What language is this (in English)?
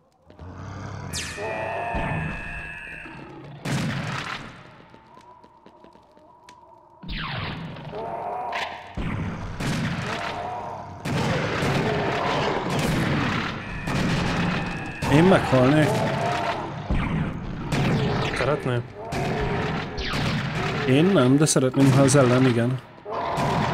Hungarian